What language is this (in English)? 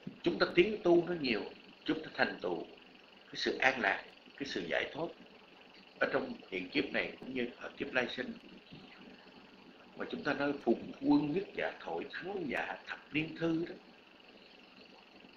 Vietnamese